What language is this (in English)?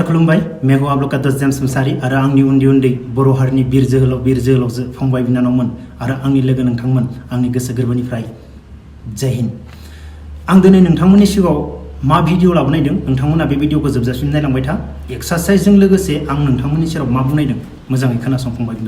Bodo